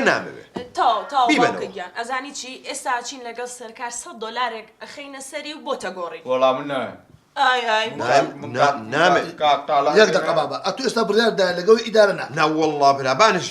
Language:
Central Kurdish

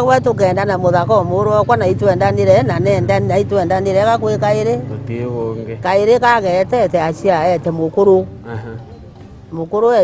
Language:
Meru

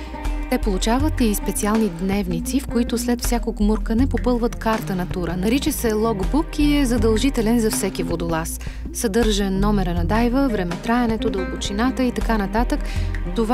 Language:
Bulgarian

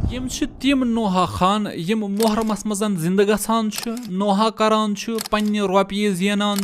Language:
Kashmiri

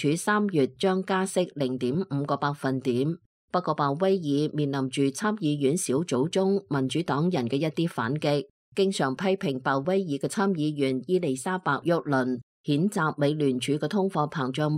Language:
Cantonese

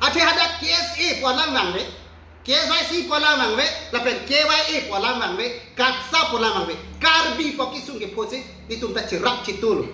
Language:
Karbi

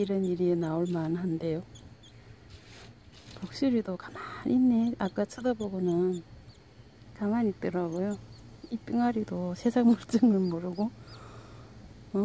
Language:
Korean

